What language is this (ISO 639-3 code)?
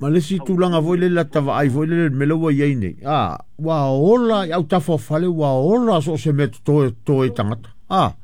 smo